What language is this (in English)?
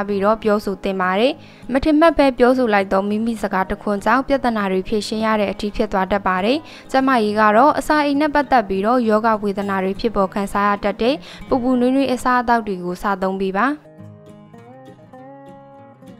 Burmese